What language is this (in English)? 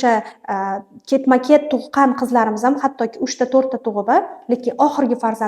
Uzbek